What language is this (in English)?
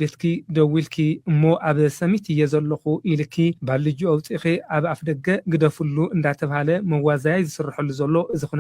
Tigrinya